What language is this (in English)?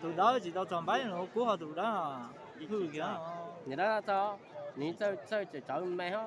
Hmong